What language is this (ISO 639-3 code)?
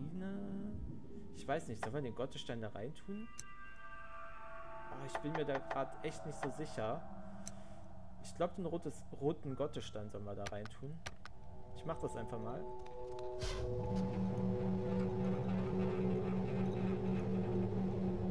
deu